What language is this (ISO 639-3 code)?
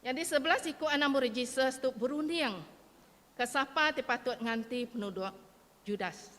iba